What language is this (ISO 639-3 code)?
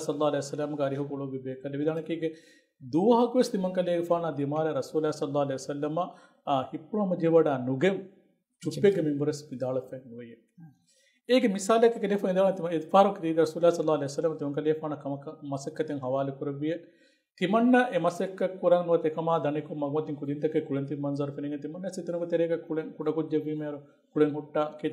div